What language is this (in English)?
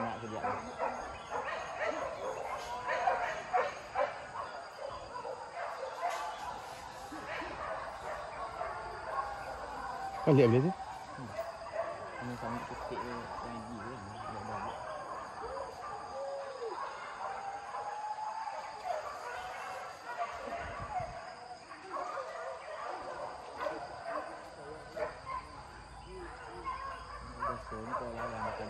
Malay